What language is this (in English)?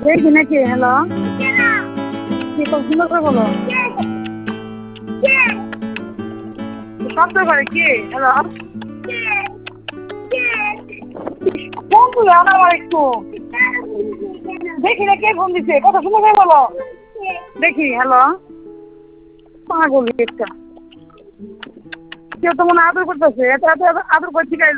Bangla